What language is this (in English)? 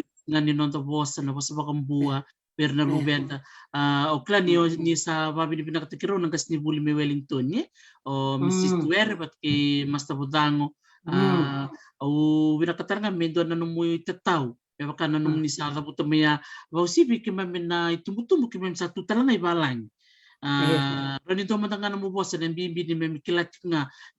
Fijian